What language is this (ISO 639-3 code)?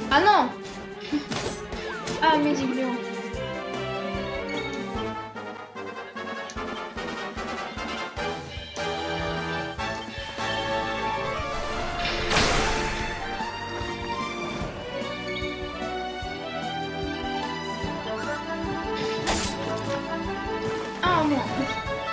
fra